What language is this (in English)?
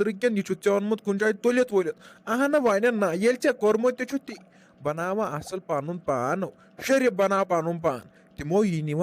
Kashmiri